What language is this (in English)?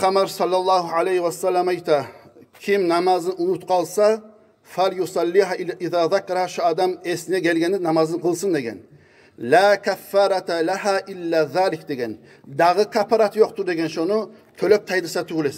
Kumyk